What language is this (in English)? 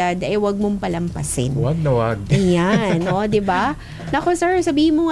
Filipino